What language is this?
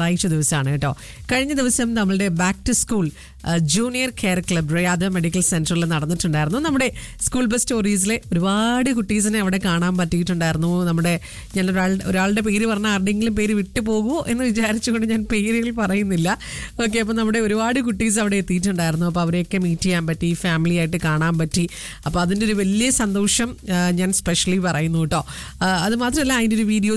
Malayalam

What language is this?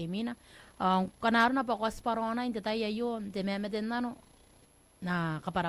Gilbertese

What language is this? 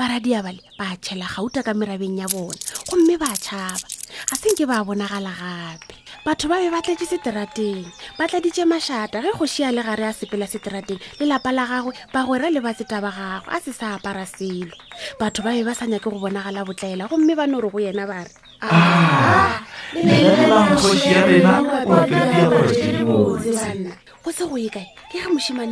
Northern Sotho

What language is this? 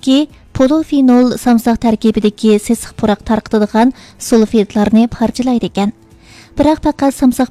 Uyghur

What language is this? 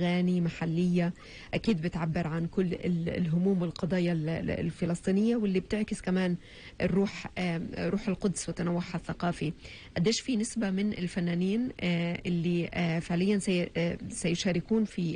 North Levantine Arabic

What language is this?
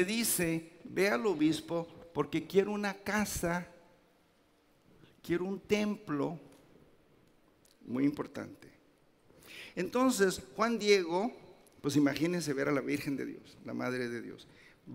Spanish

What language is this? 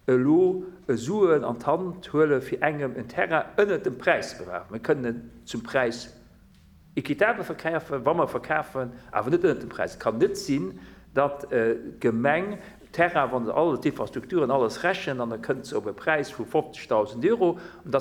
Luxembourgish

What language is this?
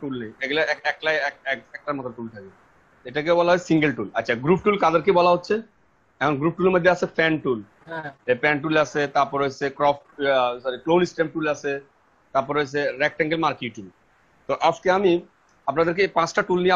Bangla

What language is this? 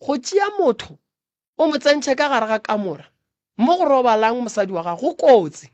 Northern Sotho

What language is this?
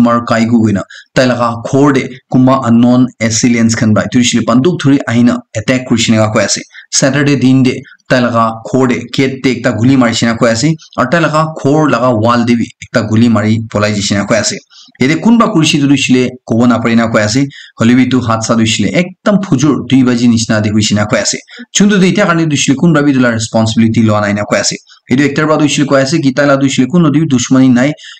Naga Pidgin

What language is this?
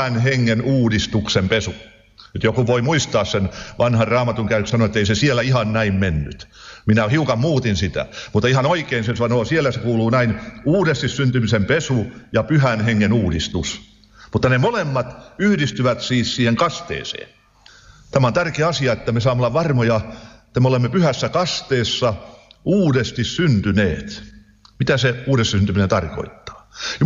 Finnish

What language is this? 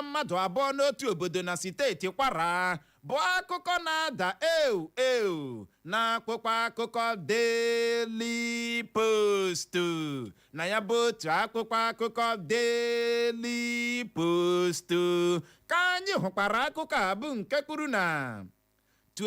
Igbo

